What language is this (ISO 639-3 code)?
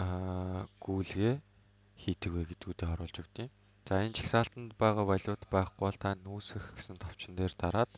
mon